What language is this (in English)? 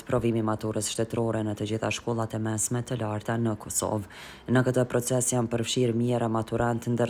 Albanian